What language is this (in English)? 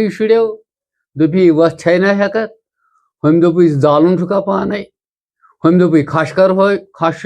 Kashmiri